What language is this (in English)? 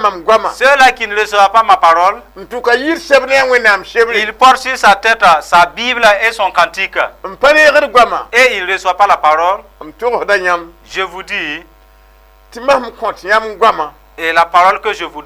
Mossi